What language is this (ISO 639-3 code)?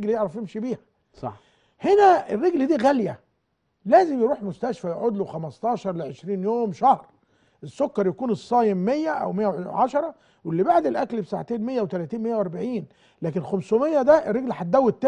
arz